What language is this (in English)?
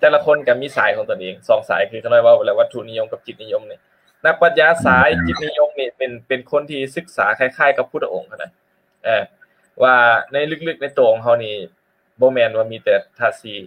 Lao